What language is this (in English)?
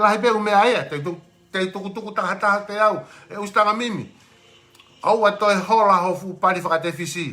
Tongan